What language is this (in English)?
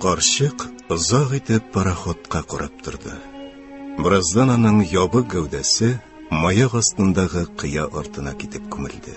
Tatar